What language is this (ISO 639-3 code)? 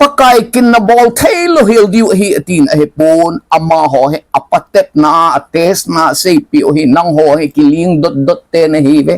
tcz